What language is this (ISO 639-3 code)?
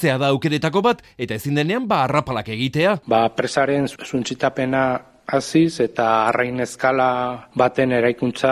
eus